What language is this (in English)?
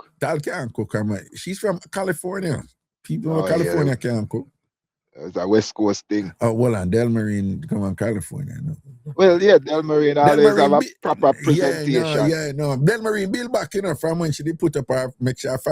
Jamaican Creole English